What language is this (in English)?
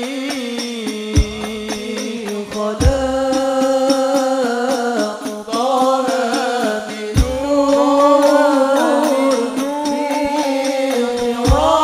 Arabic